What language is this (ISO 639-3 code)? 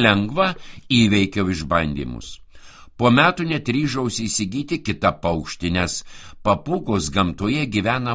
lit